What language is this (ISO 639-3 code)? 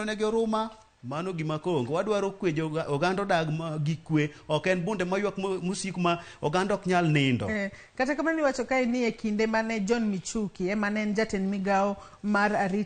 luo